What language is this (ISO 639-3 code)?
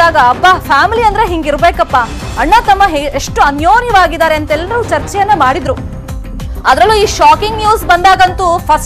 kan